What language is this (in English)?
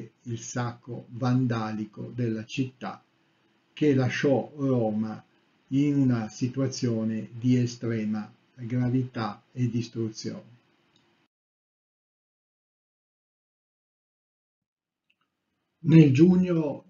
Italian